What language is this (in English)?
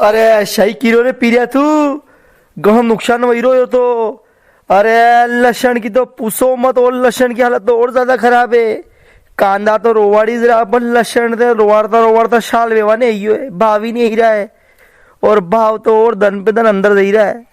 Rajasthani